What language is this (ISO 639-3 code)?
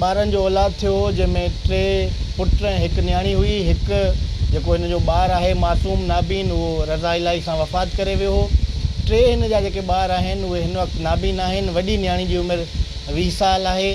snd